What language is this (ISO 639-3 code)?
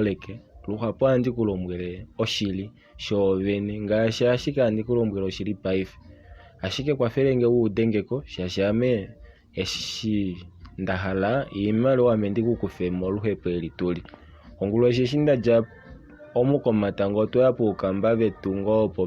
kua